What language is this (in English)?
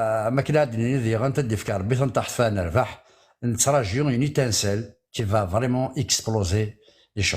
Kabyle